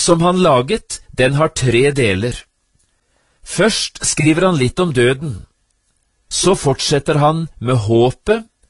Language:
Norwegian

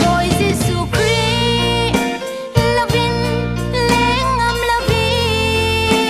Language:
Falam Chin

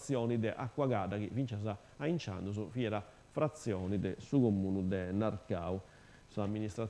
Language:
Sardinian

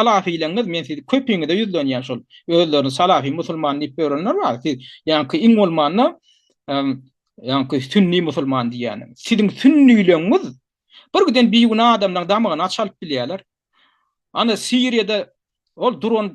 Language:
Turkmen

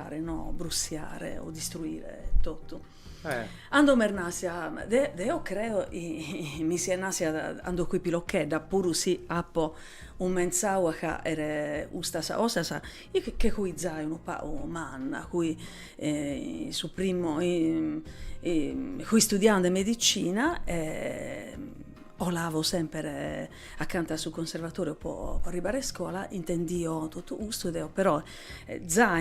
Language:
Sardinian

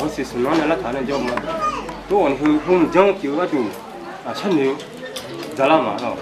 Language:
Akha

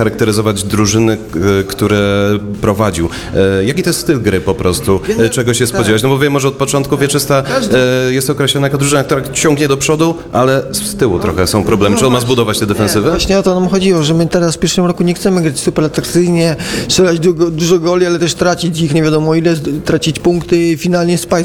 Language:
Polish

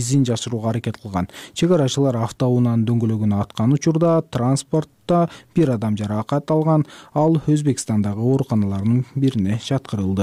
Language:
Kyrgyz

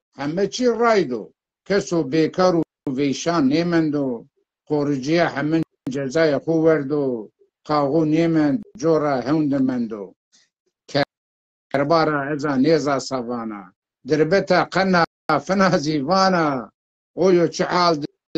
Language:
Zaza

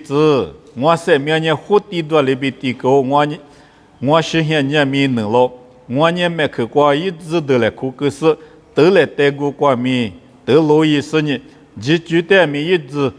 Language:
Lisu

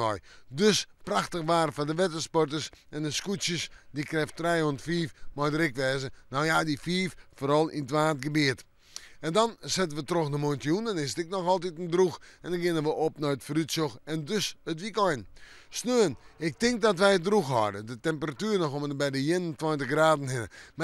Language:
Western Frisian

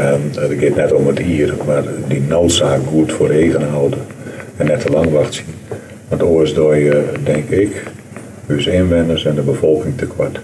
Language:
Western Frisian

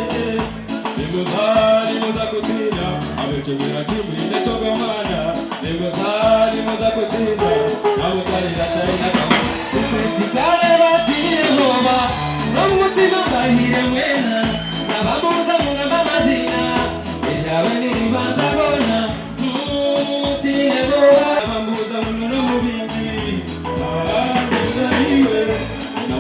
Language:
Nyankole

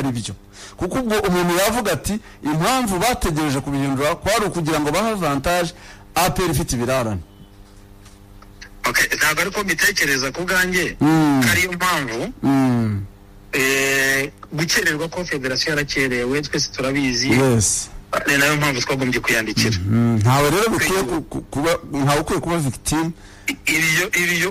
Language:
Kinyarwanda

